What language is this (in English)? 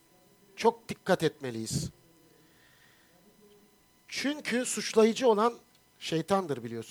Turkish